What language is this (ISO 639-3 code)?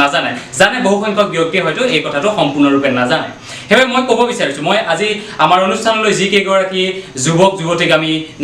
asm